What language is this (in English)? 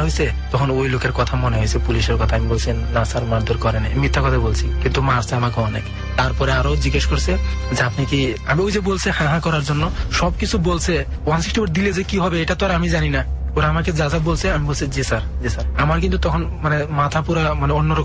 Bangla